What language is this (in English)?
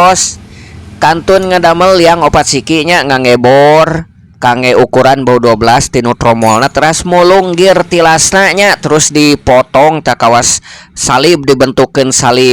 Sundanese